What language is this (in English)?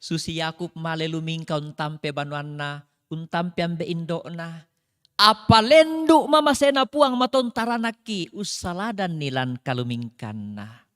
Toraja-Sa'dan